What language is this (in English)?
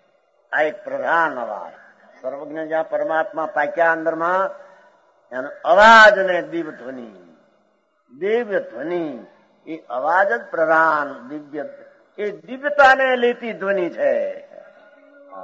Gujarati